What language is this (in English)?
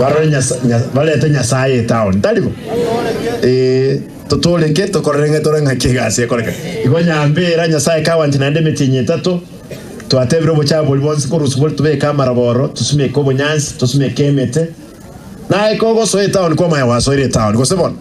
Gusii